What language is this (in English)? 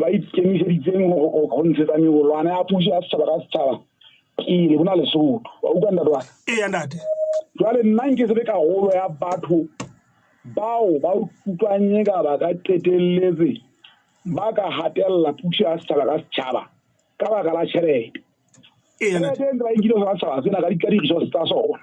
Southern Sotho